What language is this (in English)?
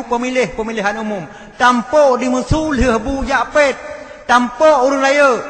Achinese